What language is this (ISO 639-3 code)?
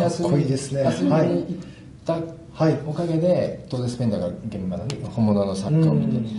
jpn